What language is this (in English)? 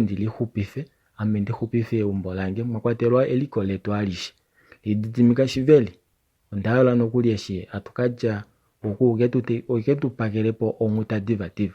Kuanyama